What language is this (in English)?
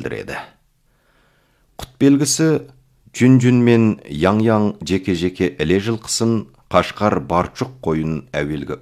Kazakh